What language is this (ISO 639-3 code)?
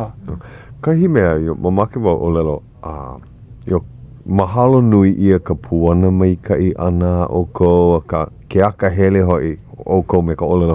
haw